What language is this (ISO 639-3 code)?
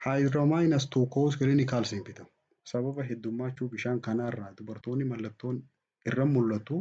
orm